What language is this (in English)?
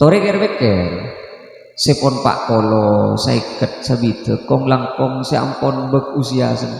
Madurese